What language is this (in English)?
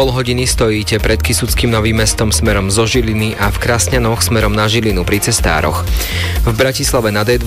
Slovak